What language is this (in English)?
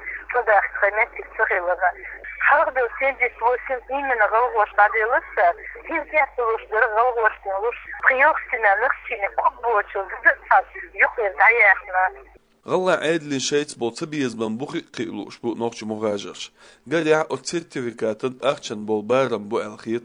Chechen